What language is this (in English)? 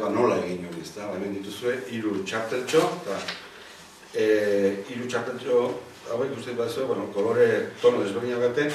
Basque